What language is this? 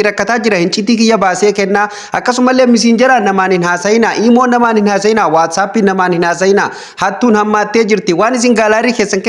Oromo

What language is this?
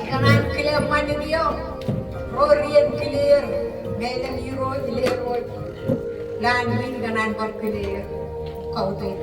Marshallese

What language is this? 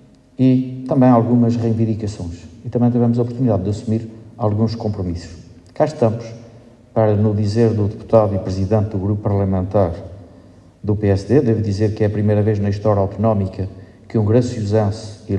Portuguese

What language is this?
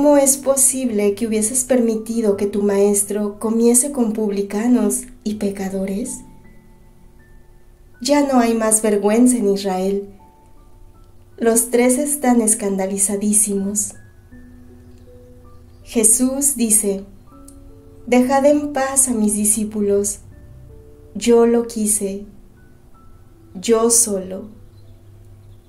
Spanish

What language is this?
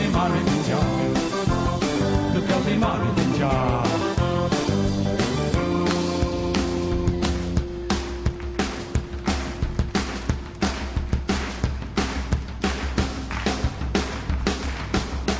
Catalan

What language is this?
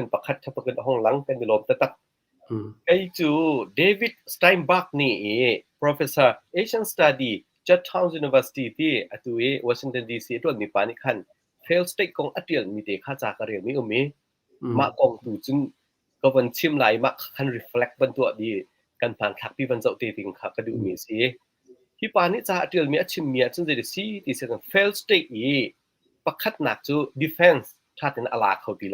Hakha Chin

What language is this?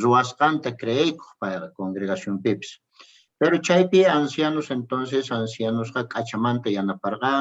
South Bolivian Quechua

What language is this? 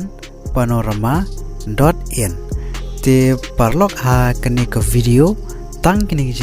Khasi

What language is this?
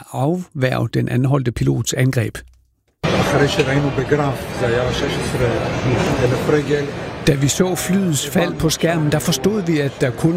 Danish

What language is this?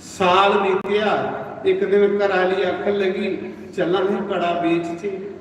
Dogri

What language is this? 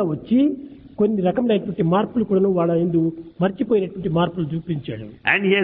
Telugu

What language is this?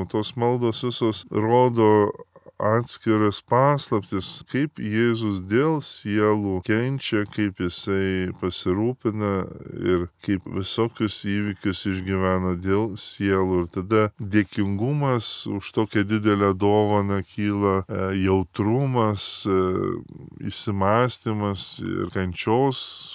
Lithuanian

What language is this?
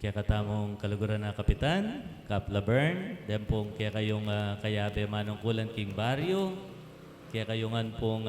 Pampanga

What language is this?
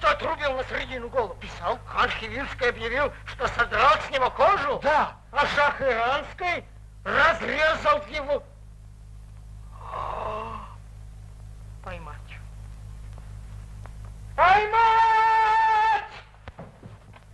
Russian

